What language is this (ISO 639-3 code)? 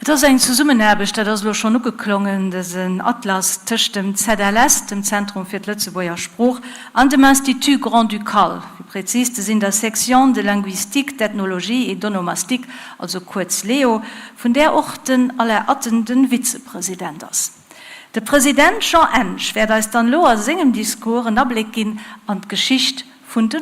ltz